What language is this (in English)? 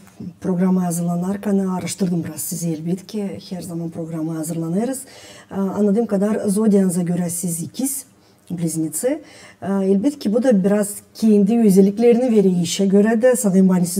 Gagauz